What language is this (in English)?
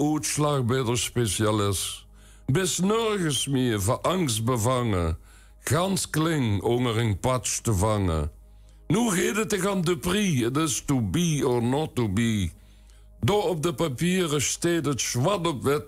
Limburgish